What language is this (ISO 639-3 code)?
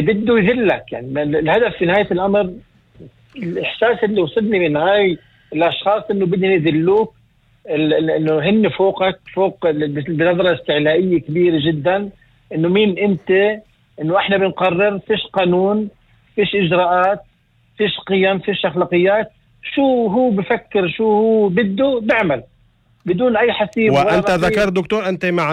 apc